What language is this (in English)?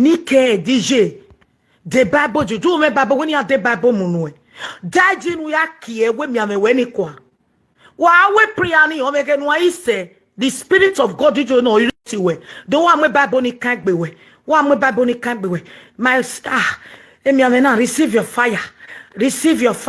Nigerian Pidgin